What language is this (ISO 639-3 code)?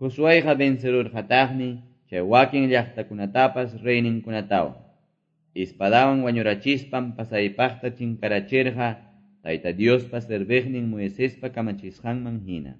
que